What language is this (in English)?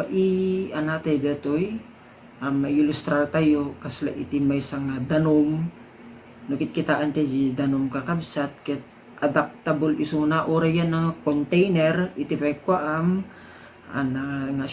Iloko